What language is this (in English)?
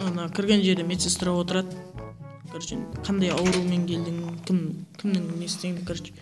Kara-Kalpak